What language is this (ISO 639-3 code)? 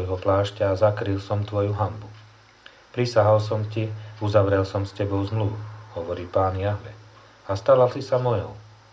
slk